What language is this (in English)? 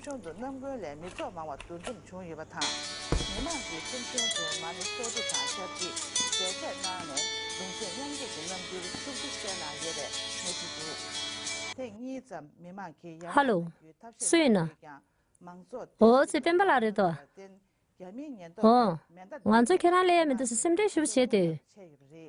Tibetan